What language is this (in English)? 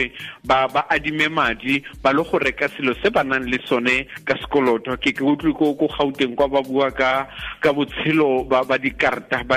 Tswana